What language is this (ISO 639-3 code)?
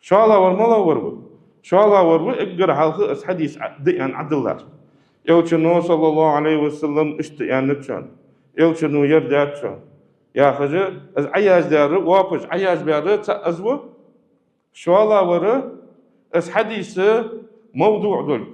inh